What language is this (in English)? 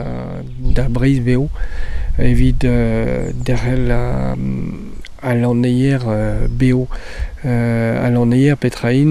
Breton